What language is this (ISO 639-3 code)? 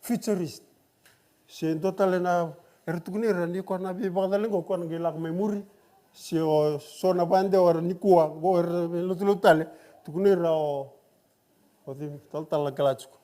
fij